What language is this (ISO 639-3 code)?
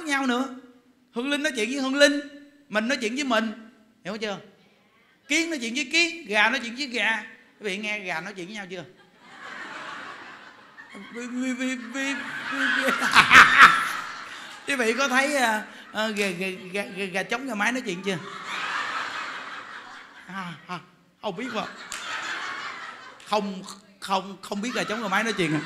vie